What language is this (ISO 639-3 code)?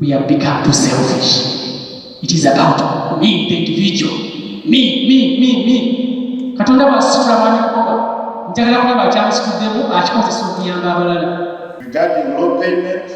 lug